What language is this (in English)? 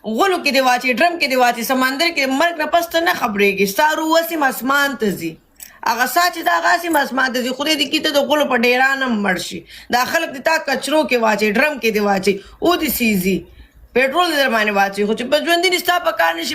Pashto